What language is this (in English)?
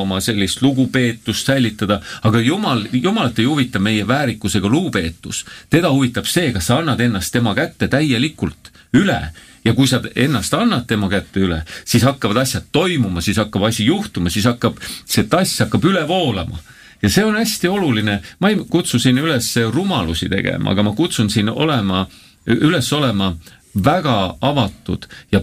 Estonian